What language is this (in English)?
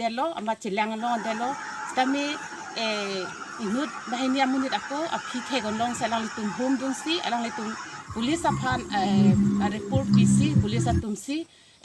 Karbi